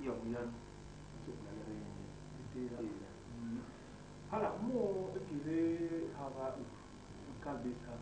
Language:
Basaa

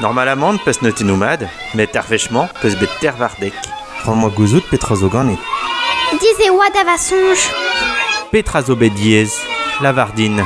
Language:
Breton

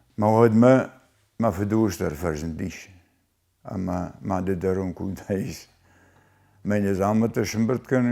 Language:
Ossetic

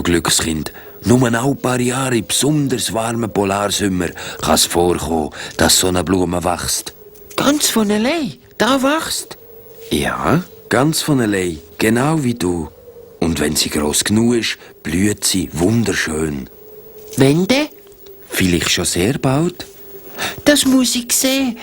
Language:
Swiss German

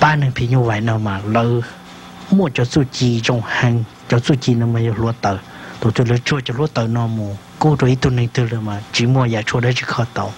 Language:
Hmong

